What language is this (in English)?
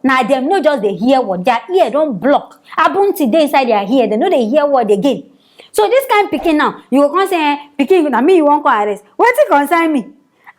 Nigerian Pidgin